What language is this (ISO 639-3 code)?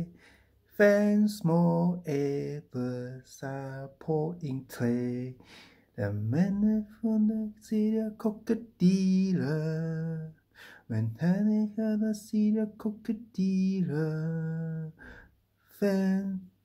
dan